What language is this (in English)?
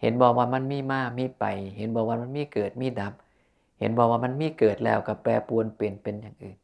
Northeastern Thai